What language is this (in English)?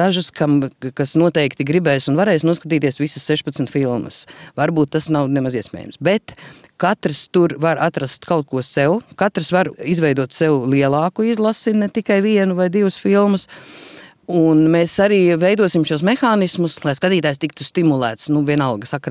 Latvian